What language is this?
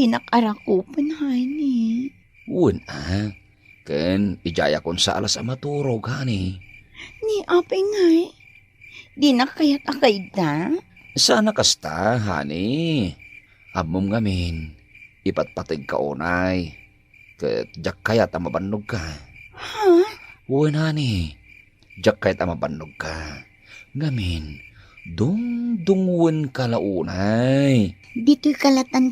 Iloko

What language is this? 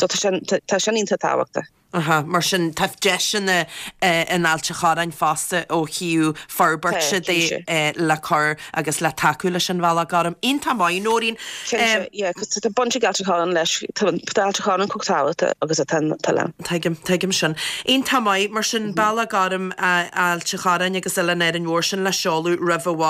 Irish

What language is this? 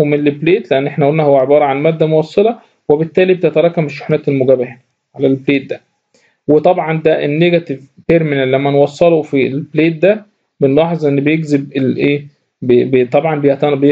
Egyptian Arabic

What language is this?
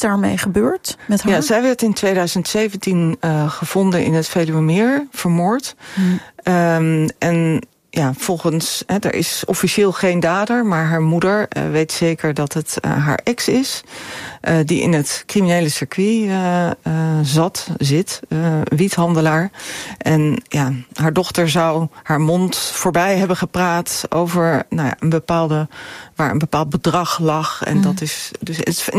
Dutch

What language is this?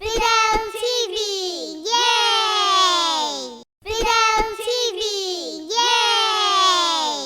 Tigrinya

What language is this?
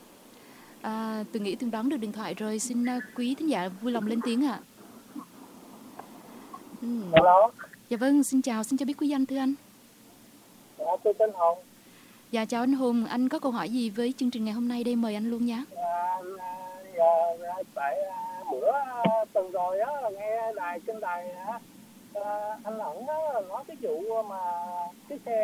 Vietnamese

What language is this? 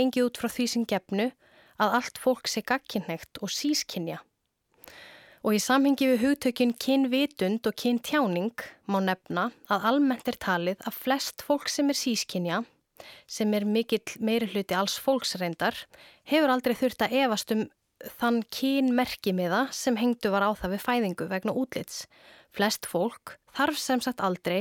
Icelandic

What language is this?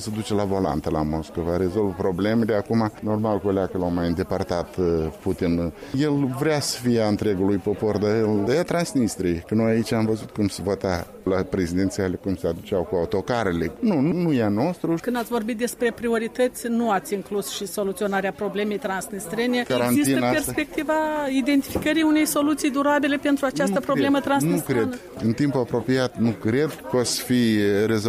Romanian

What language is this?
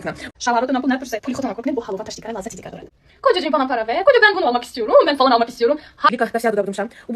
Tajik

